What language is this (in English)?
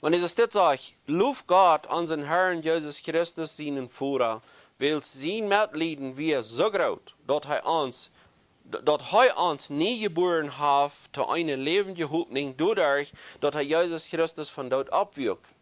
Plautdietsch